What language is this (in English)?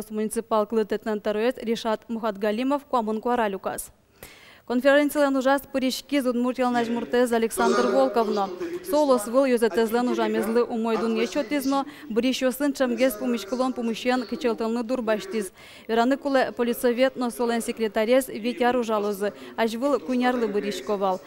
Udmurt